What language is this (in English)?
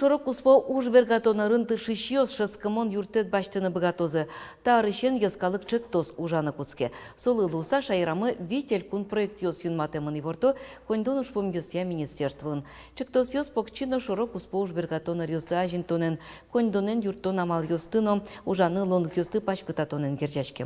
Udmurt